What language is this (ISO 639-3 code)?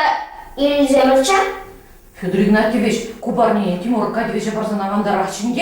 chv